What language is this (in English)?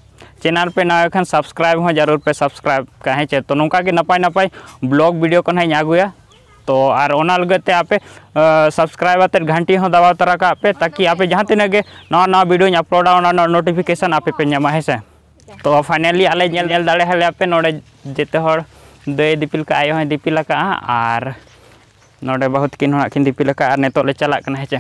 Santali